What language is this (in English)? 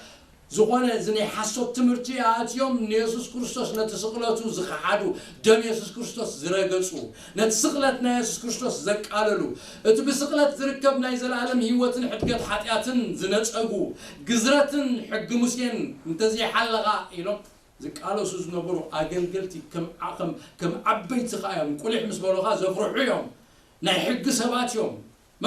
Tigrinya